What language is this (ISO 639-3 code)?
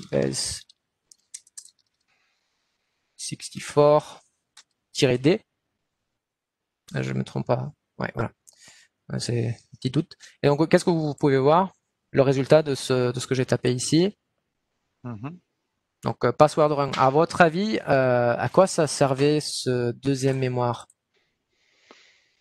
fra